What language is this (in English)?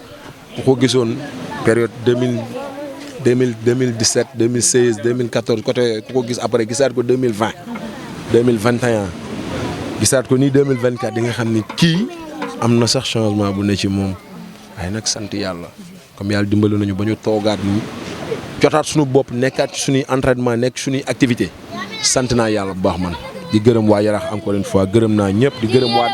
Wolof